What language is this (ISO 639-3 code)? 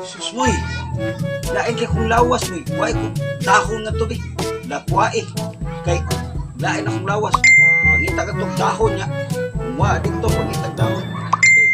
ceb